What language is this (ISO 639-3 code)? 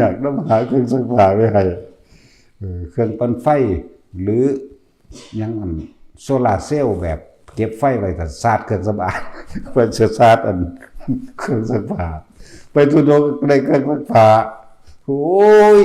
tts